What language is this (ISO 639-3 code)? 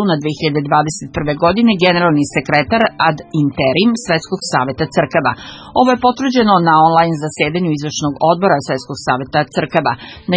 srp